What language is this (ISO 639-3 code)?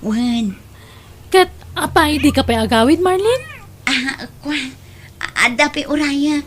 ilo